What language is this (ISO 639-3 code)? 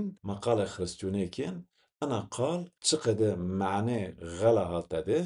zza